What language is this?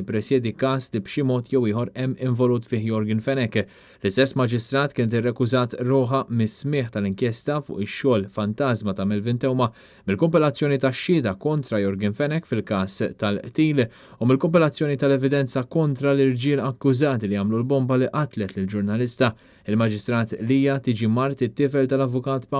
Maltese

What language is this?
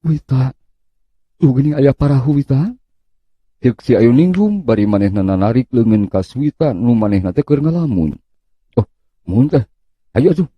Sundanese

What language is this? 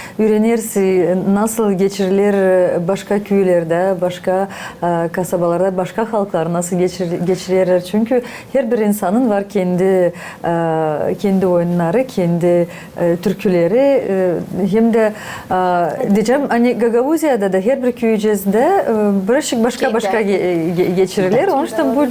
Gagauz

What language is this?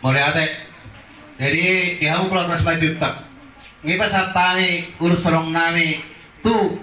Batak Toba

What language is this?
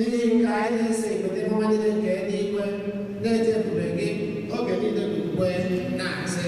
Igbo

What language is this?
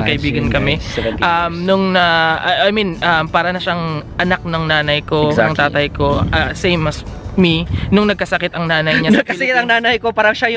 Filipino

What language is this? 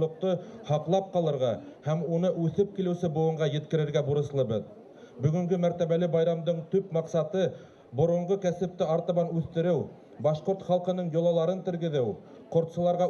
Bashkir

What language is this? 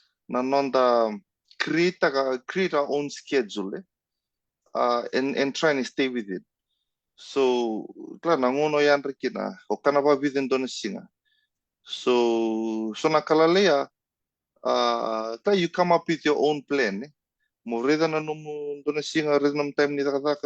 Fijian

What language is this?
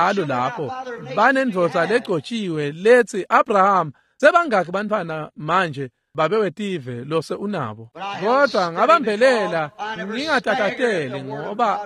Swati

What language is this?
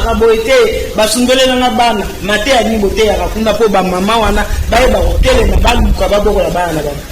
Lingala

